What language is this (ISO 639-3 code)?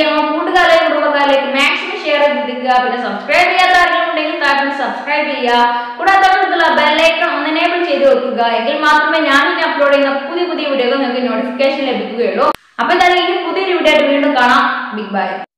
mal